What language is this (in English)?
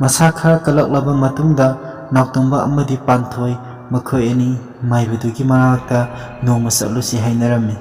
Manipuri